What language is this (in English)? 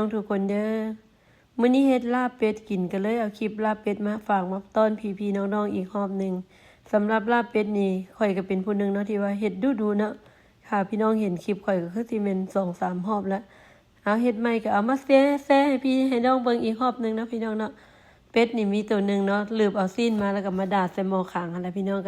Lao